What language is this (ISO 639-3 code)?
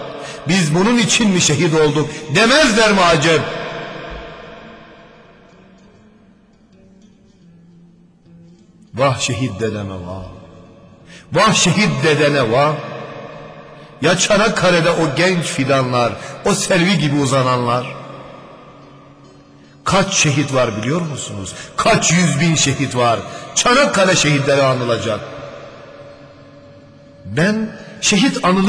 tur